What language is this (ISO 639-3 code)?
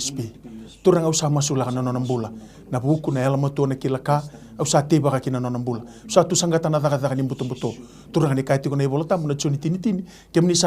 fij